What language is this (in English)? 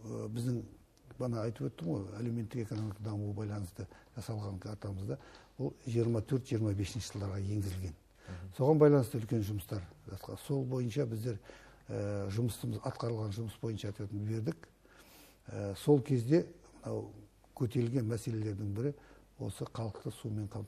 Kazakh